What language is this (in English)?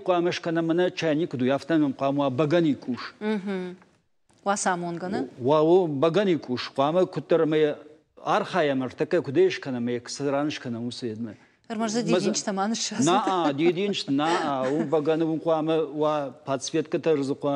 Ossetic